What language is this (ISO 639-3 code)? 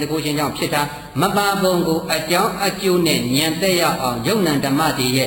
mya